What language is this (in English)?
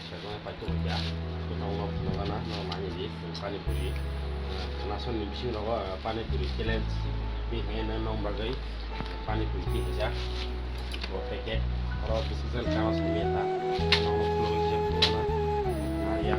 Kok Borok